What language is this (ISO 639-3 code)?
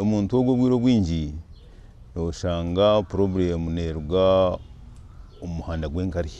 nyn